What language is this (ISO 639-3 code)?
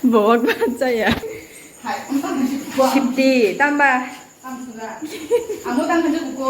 trp